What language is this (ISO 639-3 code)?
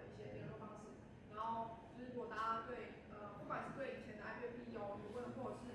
zho